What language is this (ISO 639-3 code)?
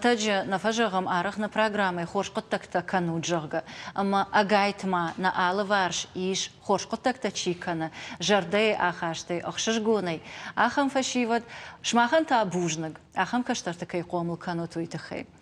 oss